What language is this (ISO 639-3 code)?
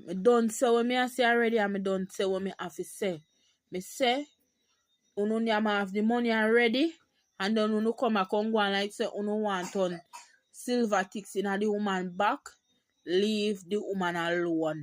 jam